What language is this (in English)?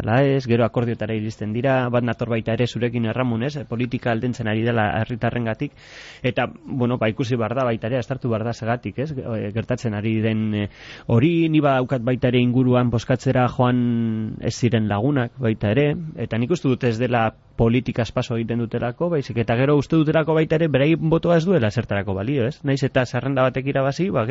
Basque